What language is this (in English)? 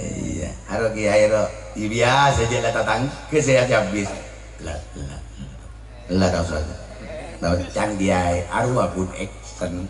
Madurese